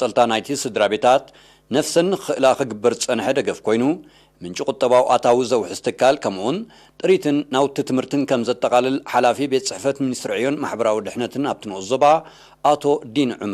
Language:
Tigrinya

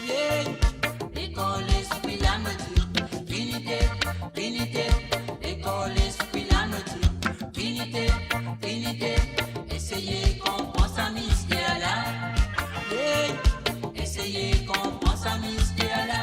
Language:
Morisyen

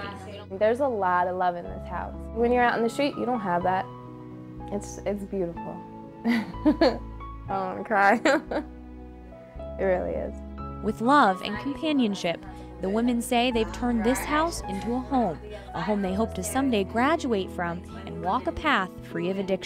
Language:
English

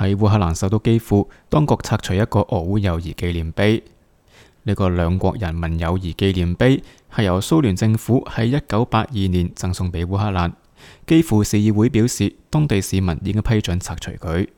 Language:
Cantonese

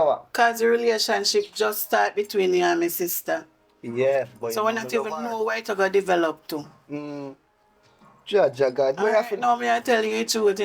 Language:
Jamaican Creole English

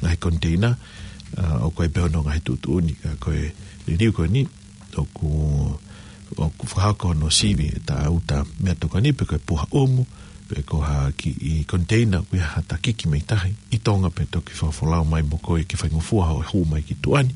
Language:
Tongan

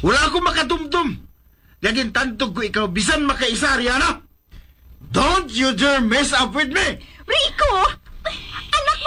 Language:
Hiligaynon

